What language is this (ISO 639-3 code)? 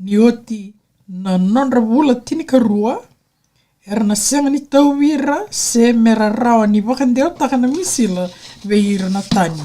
fij